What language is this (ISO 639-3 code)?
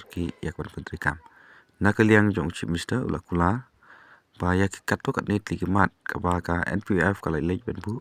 kha